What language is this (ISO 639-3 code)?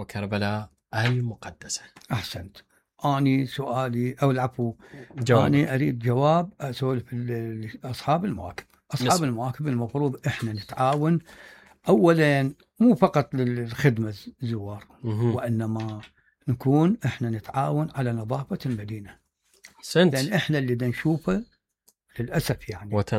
acm